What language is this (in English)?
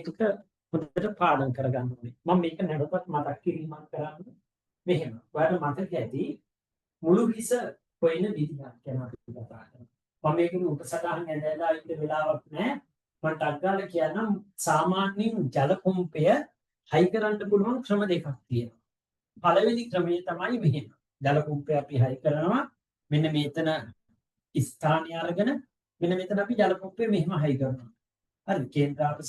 Sinhala